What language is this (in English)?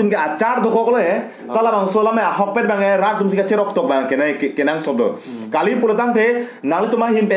Karbi